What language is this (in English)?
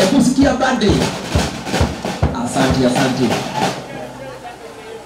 Swahili